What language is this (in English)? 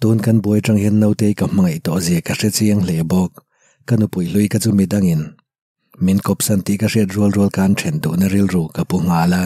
Mizo